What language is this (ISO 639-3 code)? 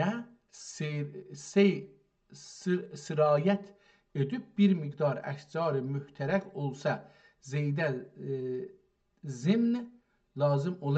azb